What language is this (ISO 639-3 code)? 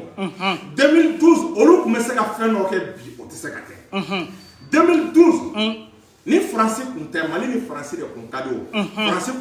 bam